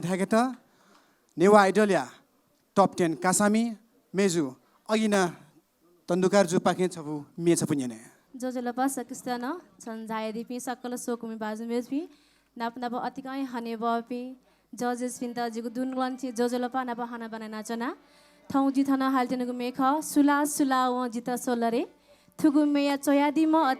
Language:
Newari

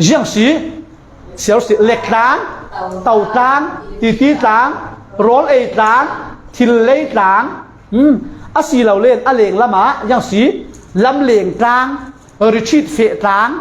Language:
Falam Chin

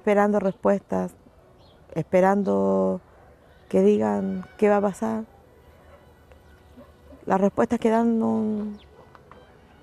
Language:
Spanish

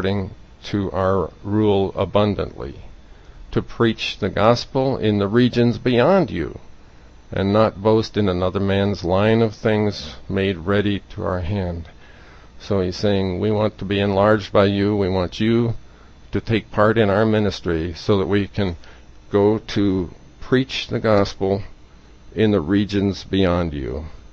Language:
English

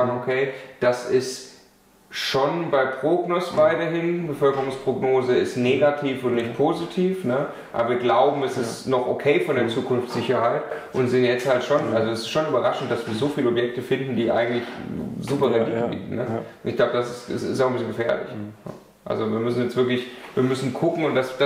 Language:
German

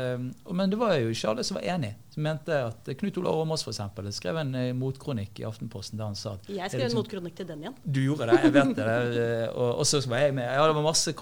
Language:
Norwegian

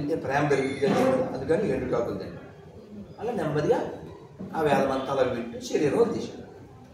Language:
Telugu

